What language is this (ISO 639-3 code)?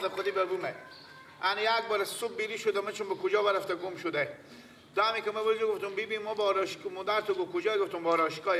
fas